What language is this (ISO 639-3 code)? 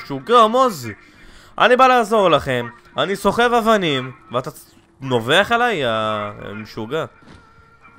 heb